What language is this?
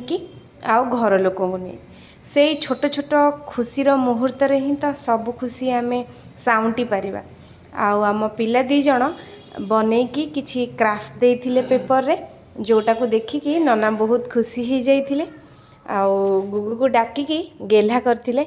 Odia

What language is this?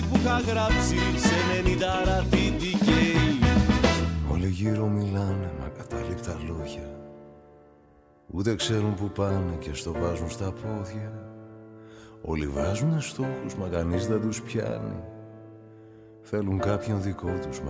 Greek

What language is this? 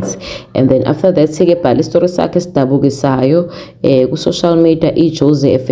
Zulu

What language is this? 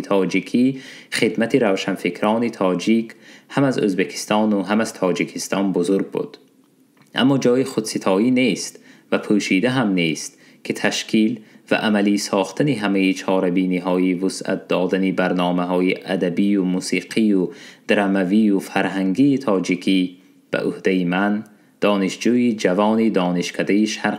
Tajik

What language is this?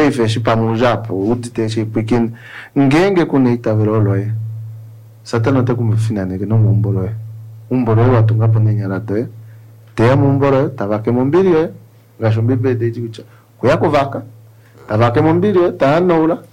Kuanyama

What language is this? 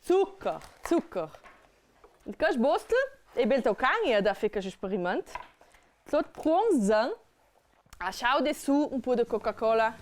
Ladin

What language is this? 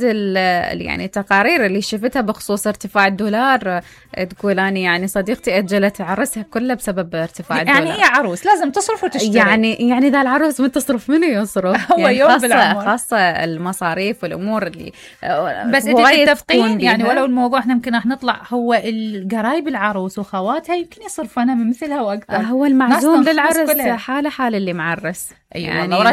Mesopotamian Arabic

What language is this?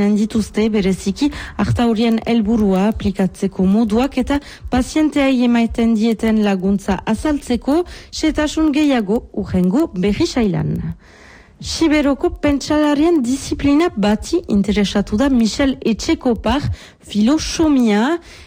Basque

